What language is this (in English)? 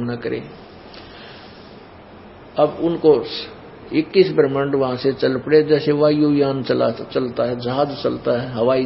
Hindi